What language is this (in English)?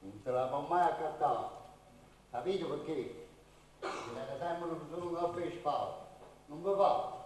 Neapolitan